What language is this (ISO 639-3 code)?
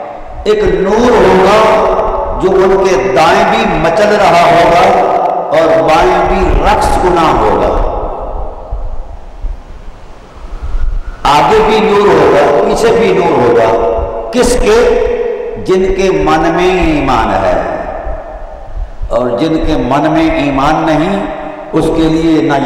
urd